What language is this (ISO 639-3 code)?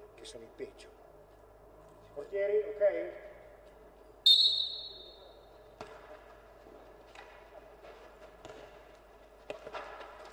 ita